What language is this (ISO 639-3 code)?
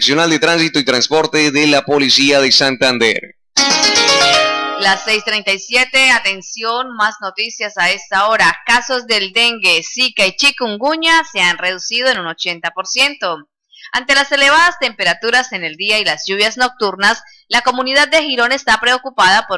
spa